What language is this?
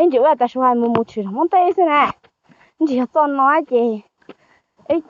Hmong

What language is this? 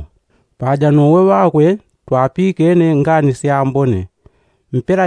Yao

